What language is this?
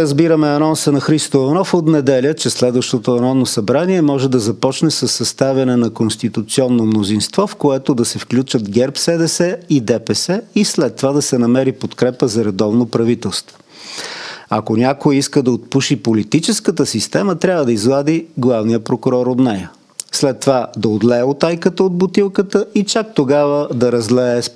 Bulgarian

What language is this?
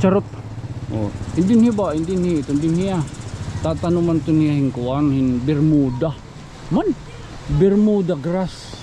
Waray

